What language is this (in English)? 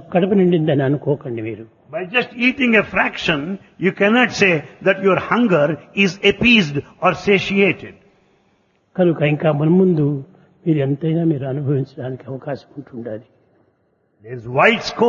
Telugu